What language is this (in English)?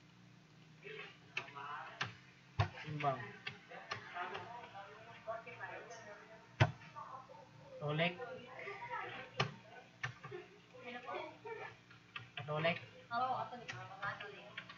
Filipino